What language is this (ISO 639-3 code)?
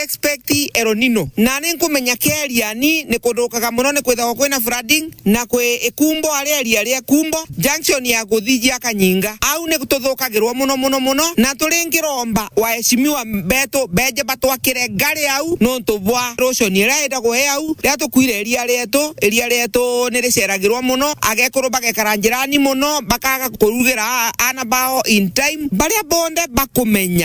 mer